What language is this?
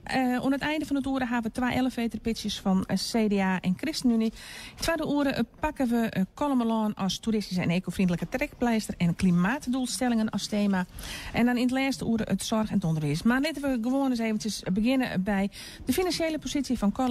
Western Frisian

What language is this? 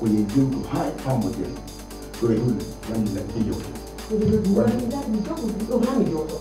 Pular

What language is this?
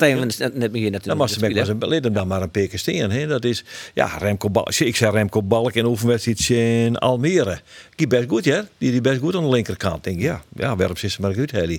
Western Frisian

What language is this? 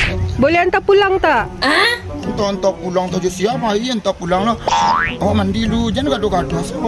Minangkabau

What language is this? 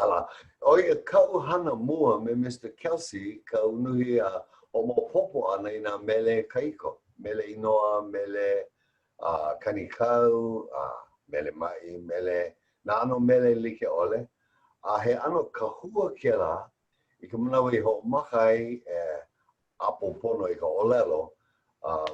Hawaiian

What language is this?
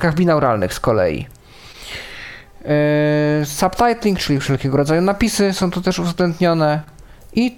Polish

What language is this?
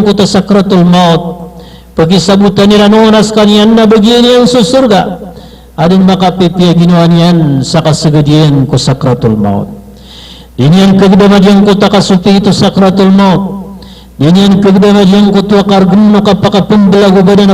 Maranao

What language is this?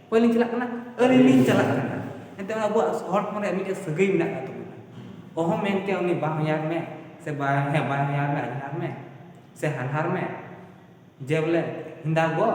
Santali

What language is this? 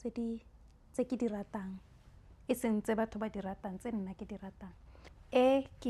Tswana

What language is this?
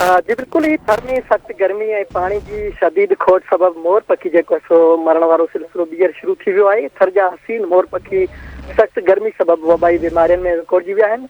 Sindhi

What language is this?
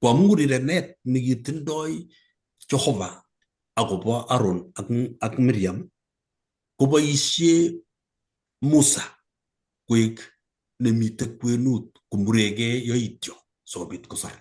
Kalenjin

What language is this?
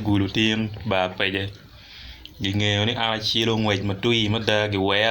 Acoli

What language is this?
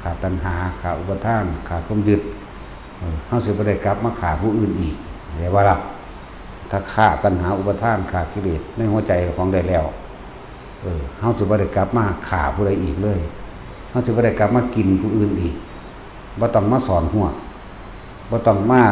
Lao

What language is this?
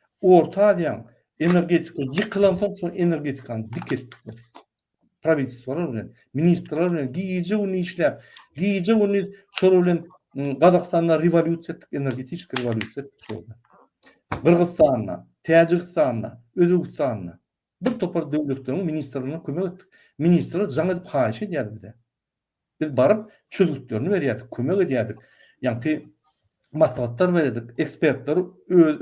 Turkmen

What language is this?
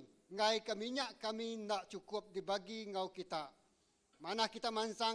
Iban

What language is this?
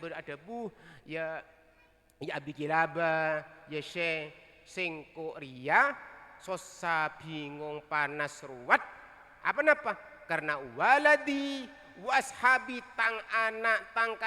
Madurese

